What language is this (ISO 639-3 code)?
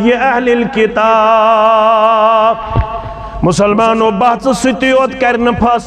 kas